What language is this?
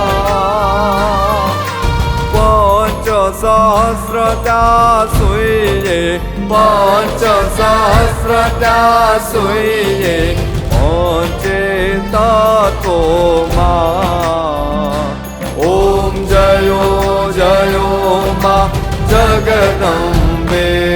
Gujarati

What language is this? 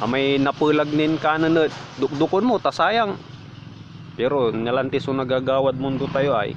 Pangasinan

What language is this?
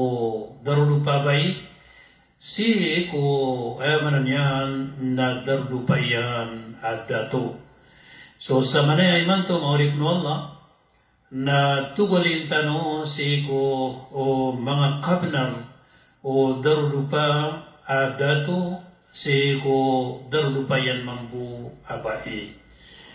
Maranao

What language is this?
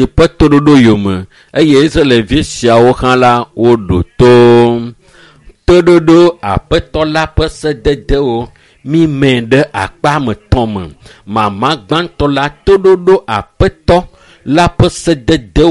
Ewe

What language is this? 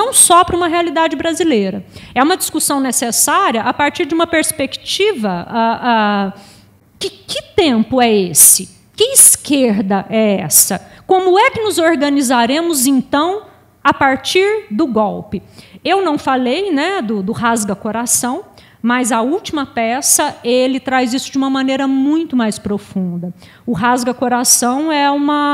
Portuguese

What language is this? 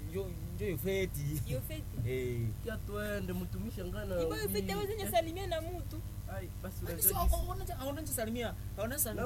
Swahili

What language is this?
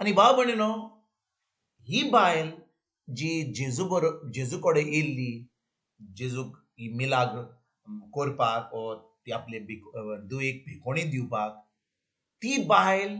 Konkani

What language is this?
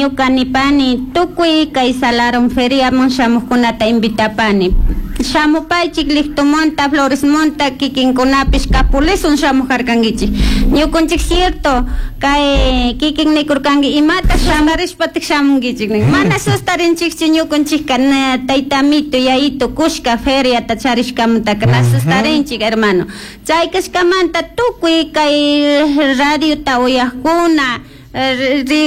Chimborazo Highland Quichua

